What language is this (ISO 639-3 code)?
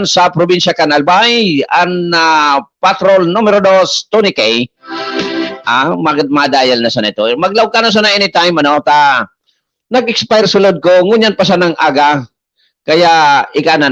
bik